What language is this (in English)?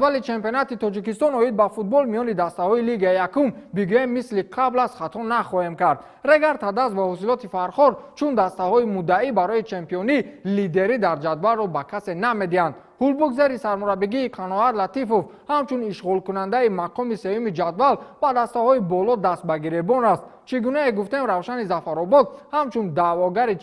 Tajik